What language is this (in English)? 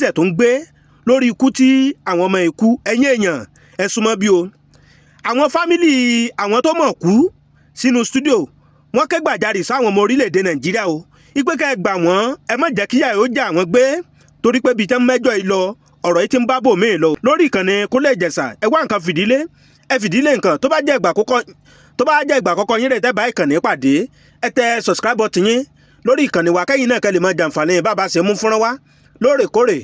Yoruba